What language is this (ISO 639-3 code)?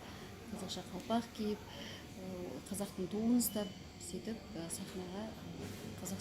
kaz